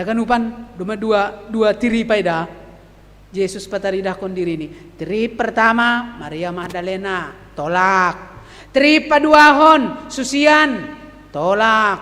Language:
Batak Simalungun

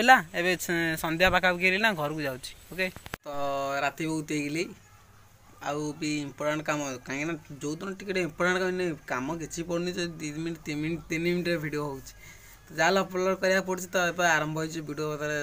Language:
Odia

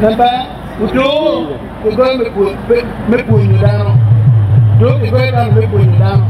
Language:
Acoli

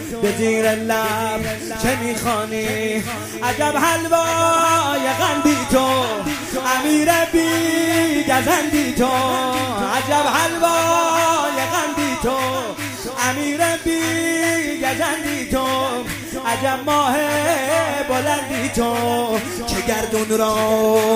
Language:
Persian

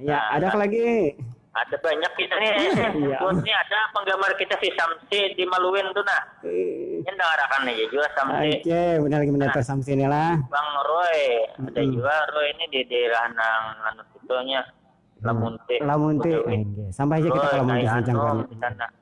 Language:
Banjar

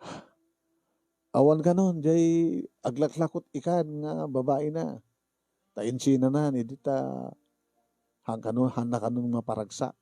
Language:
Iloko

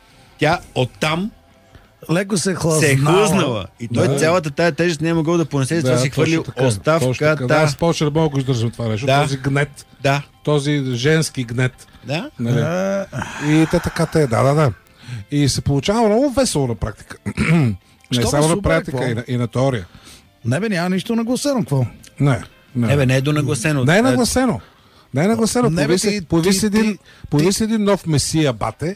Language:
Bulgarian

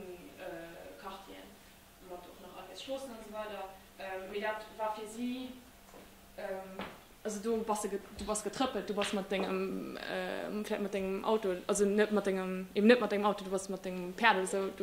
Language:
Luxembourgish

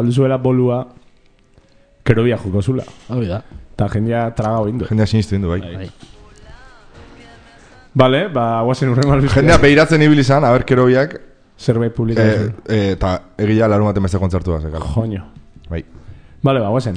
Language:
Basque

